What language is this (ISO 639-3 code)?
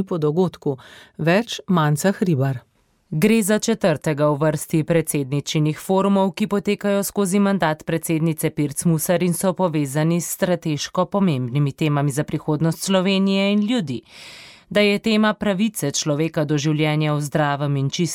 slv